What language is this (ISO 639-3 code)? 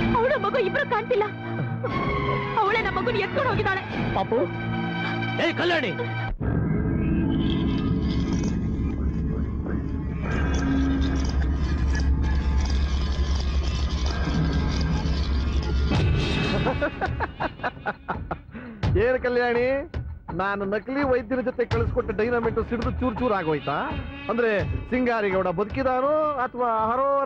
kan